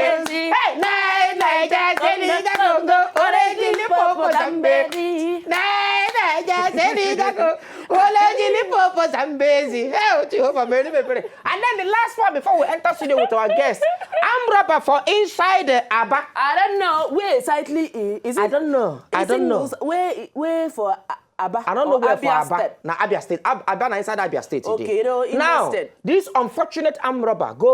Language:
Nigerian Pidgin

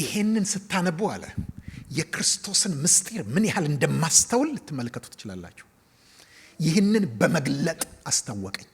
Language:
Amharic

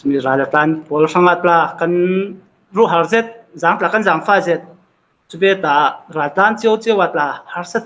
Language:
Falam Chin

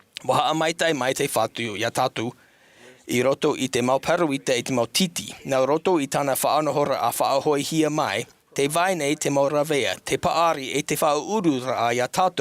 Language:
Tahitian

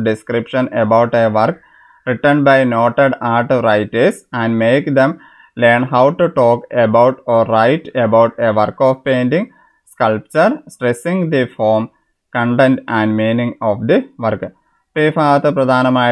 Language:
Malayalam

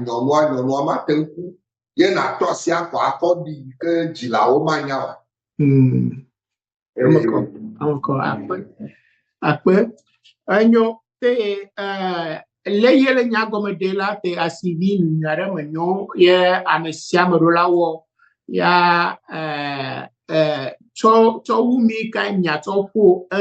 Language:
Ewe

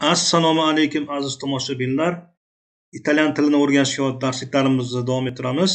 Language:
Uzbek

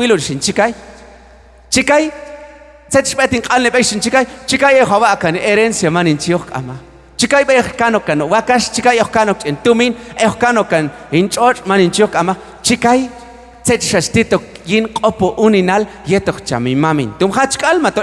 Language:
Q'anjob'al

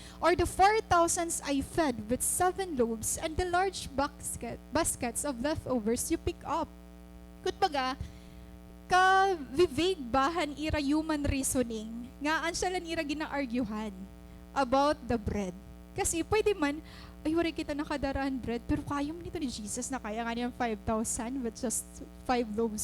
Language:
Waray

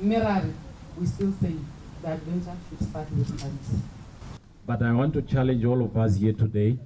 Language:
Tswana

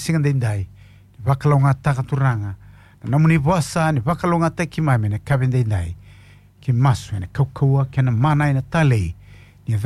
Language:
Fijian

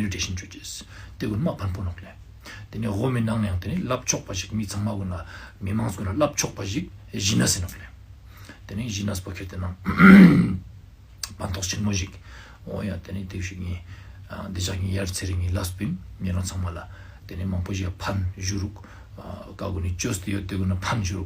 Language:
Ladakhi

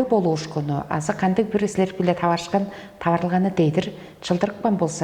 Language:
Tuvinian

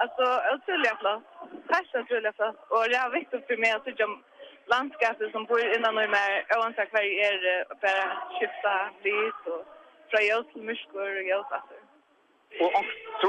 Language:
Faroese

